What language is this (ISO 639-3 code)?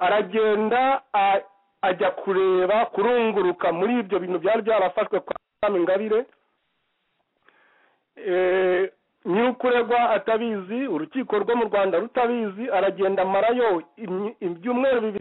kin